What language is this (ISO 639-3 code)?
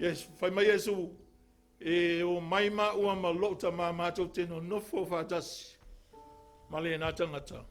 smo